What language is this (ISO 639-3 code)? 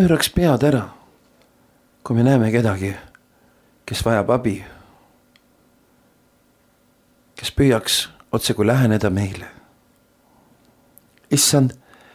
est